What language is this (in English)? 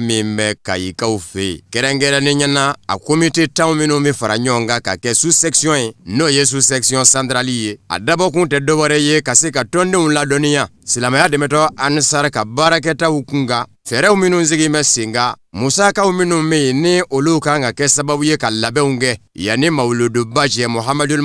Bambara